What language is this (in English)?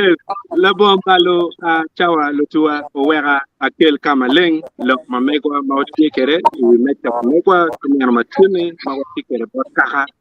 Acoli